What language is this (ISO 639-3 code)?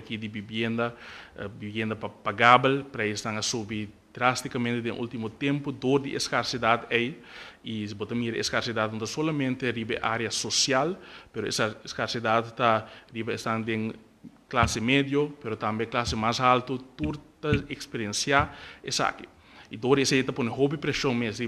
pap